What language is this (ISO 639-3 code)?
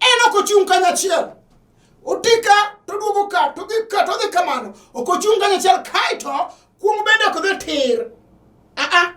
luo